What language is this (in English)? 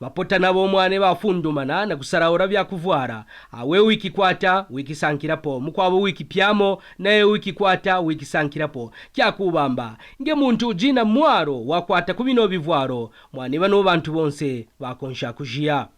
Kaonde